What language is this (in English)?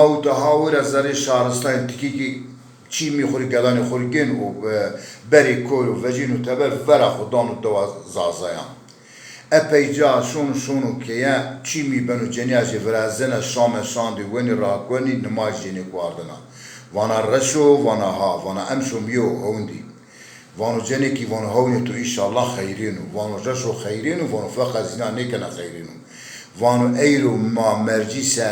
Zaza